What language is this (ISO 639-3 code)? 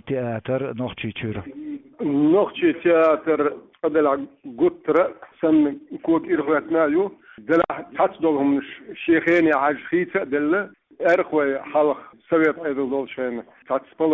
che